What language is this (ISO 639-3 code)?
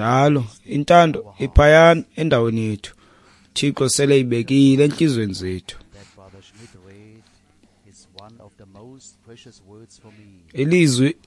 xho